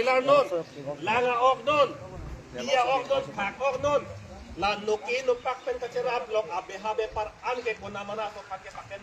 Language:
Karbi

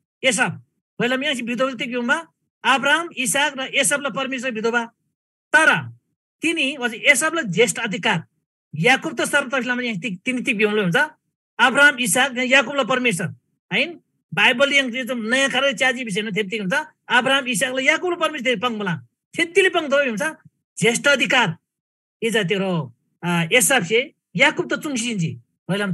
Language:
Eastern Tamang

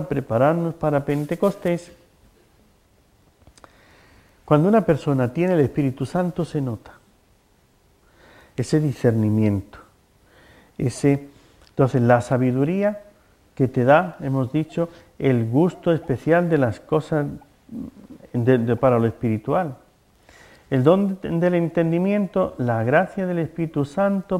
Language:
Spanish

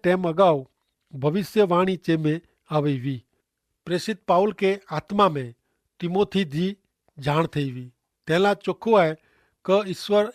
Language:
Kachhi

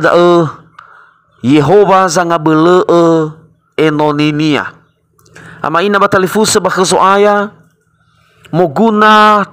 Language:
Nias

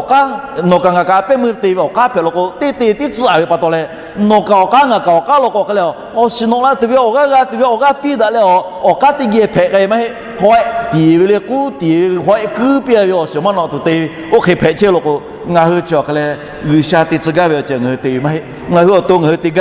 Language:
Lahu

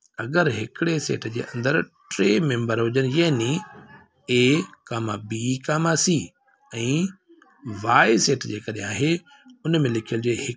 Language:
Sindhi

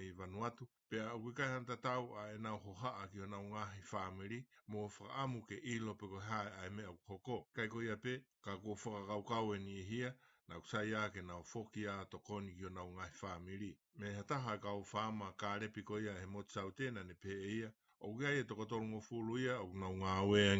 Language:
Tongan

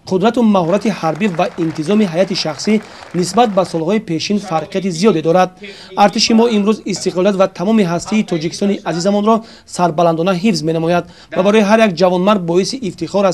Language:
Tajik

